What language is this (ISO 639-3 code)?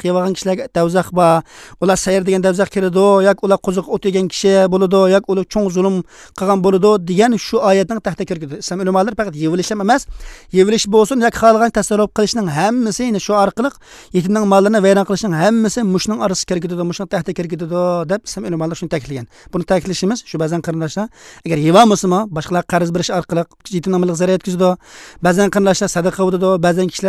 uig